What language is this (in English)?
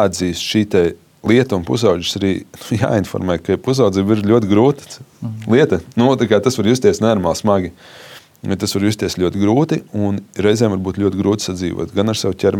Latvian